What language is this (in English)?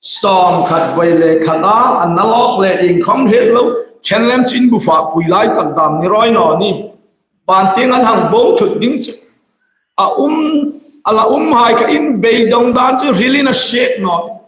Hmar